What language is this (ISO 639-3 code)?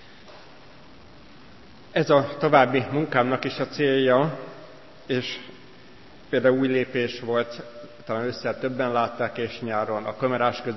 hun